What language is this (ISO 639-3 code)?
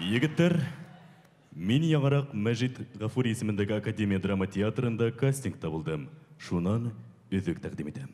bak